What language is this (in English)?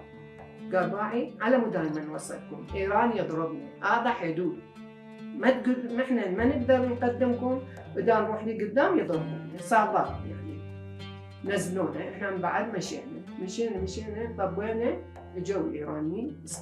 Mesopotamian Arabic